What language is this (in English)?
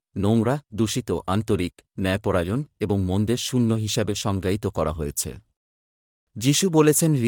Bangla